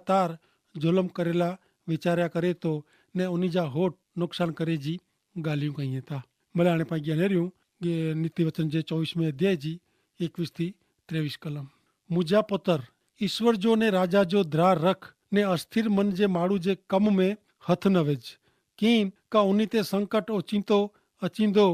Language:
Kachhi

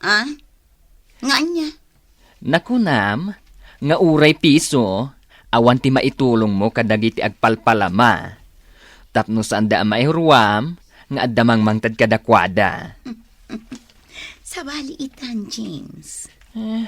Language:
Iloko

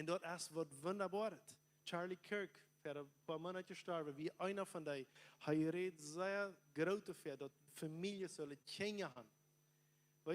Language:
Plautdietsch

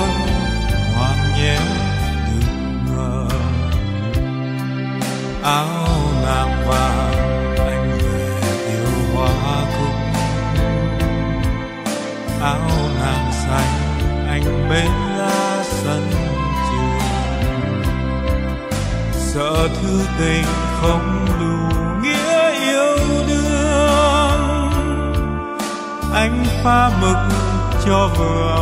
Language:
Vietnamese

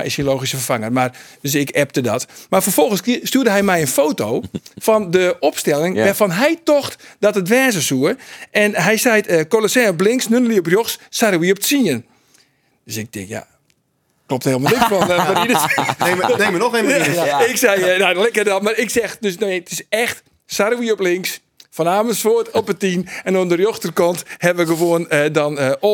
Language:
Western Frisian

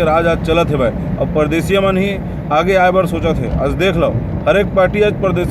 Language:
Chhattisgarhi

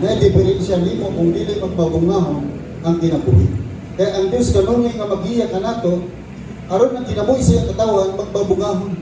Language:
Cebuano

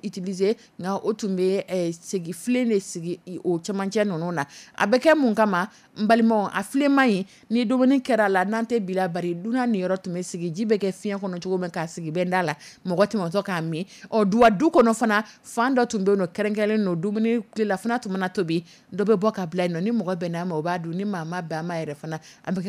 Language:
Dyula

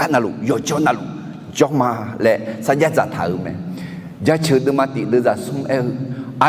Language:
Akha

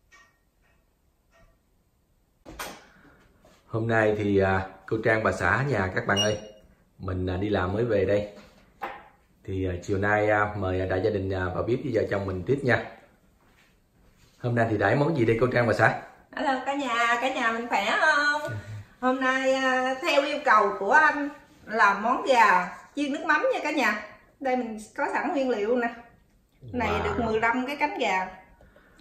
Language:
Vietnamese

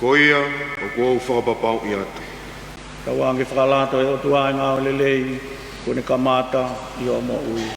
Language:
Tongan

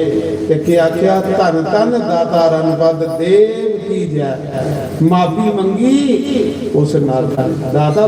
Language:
Dogri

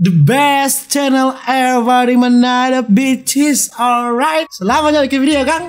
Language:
Manado Malay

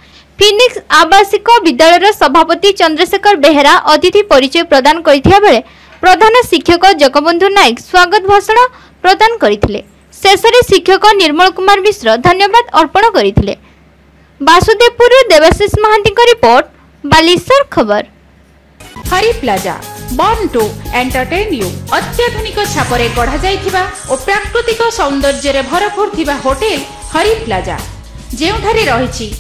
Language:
Odia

